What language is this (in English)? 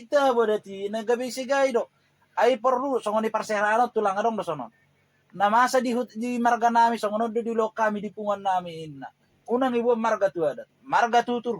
Batak Toba